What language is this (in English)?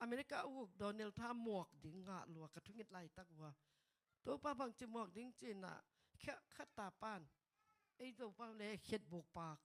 Tedim Chin